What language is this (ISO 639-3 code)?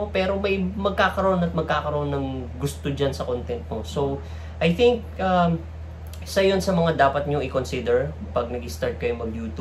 fil